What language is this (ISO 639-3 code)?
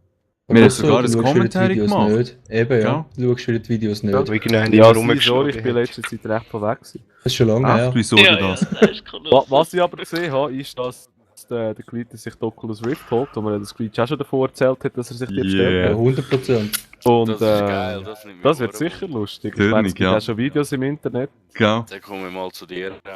gsw